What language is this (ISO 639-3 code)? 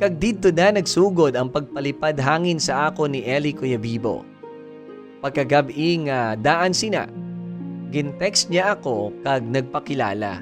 hil